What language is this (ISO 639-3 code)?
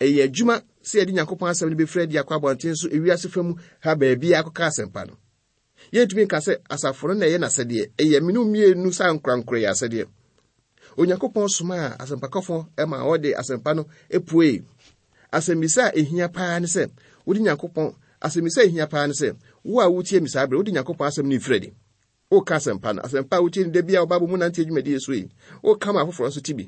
aka